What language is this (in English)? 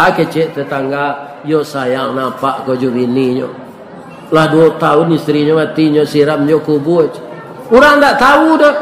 Minangkabau